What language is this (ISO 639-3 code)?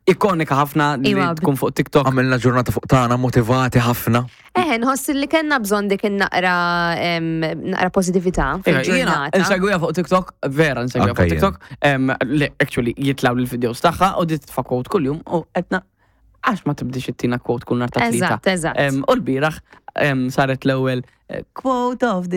mlt